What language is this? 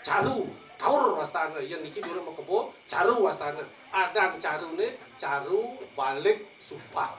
Balinese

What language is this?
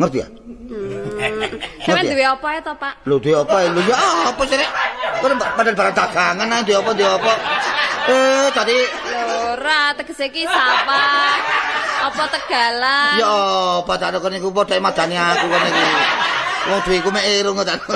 Javanese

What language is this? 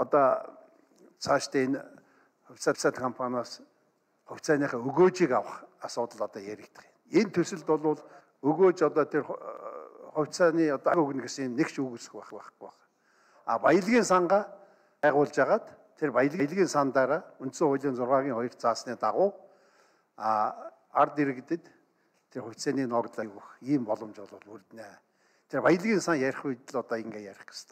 Mongolian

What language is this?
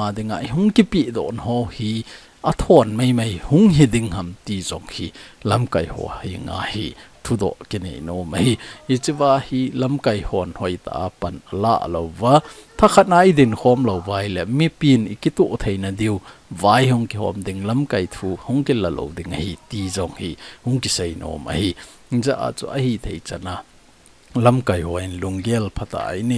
Thado Chin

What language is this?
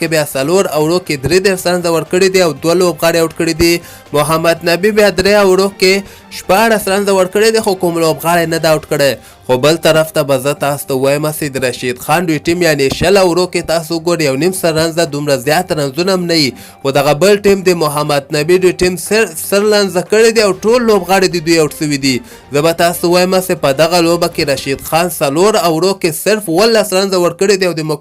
Pashto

